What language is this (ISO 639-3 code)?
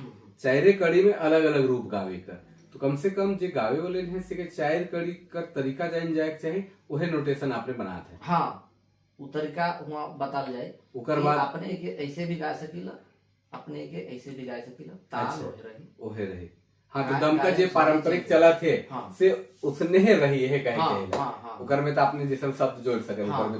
sck